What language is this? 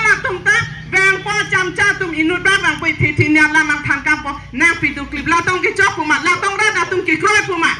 Karbi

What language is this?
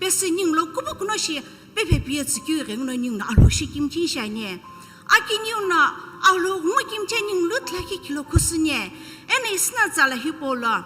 Sumi Naga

